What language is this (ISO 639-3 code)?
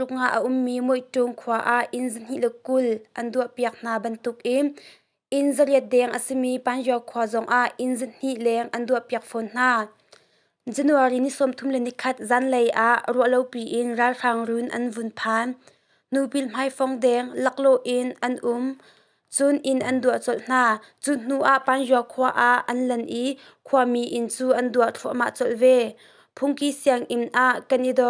cnh